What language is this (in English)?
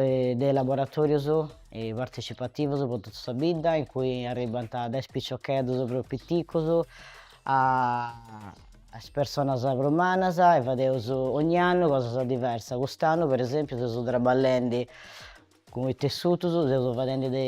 Sardinian